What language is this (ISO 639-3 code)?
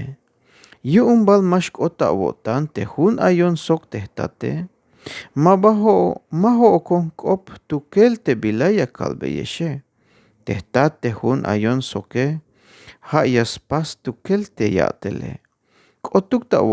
tzh